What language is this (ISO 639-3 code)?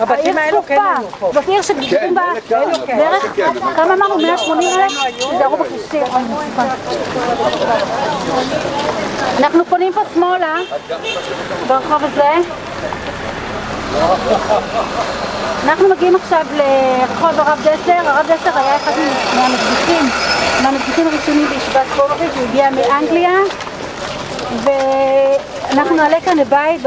heb